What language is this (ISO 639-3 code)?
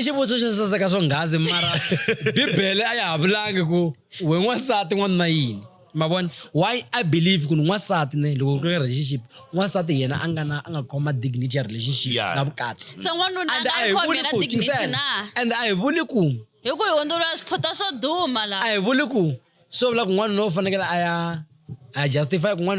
tso